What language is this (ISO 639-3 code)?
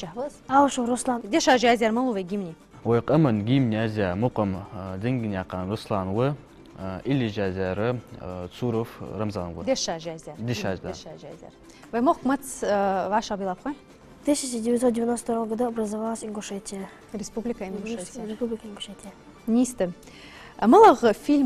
inh